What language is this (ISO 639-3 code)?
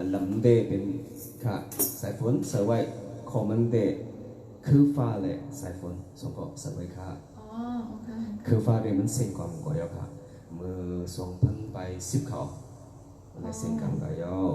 shn